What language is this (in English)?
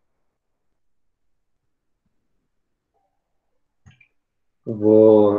Portuguese